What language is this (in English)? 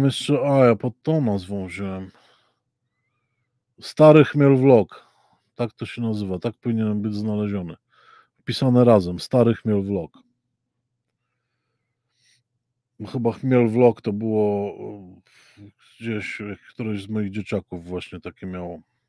Polish